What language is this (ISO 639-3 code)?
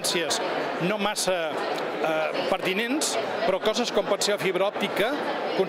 cat